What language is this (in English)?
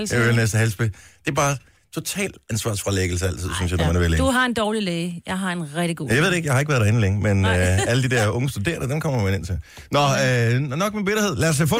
Danish